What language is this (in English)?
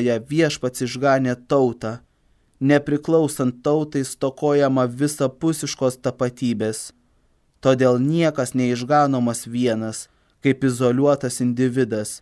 Lithuanian